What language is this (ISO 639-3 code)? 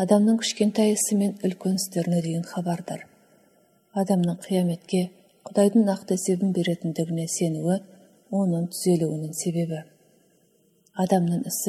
kaz